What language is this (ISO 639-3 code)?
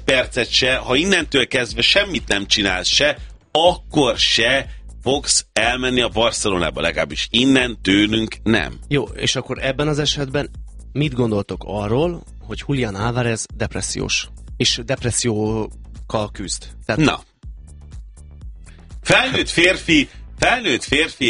hun